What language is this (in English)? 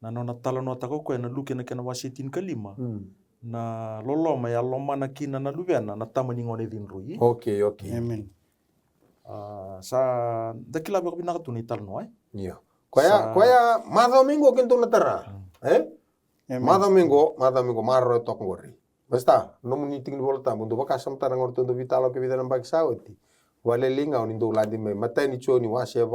Fijian